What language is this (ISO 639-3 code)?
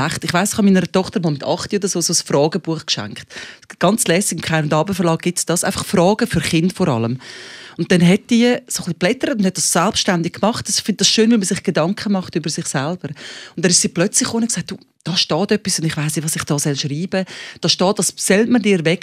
gsw